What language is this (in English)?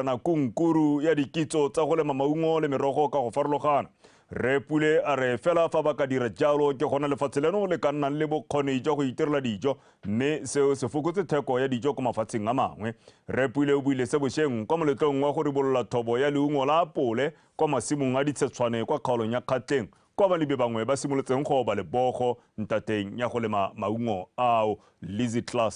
Tswana